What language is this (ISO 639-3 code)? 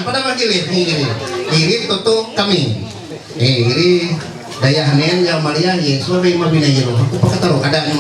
mhy